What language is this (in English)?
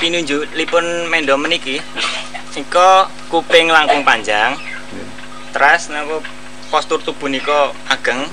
Javanese